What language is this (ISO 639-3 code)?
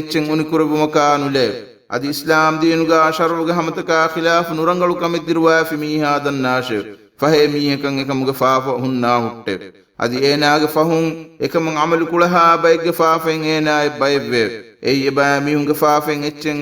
div